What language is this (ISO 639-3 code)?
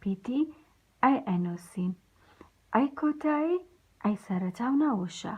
ckb